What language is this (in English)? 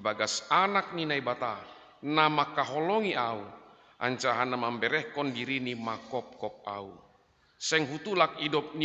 Batak Simalungun